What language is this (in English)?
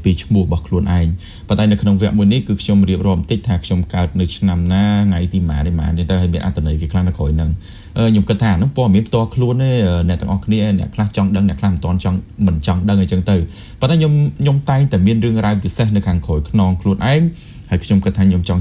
Khmer